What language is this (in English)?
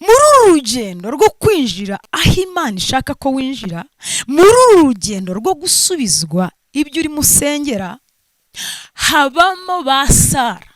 Kinyarwanda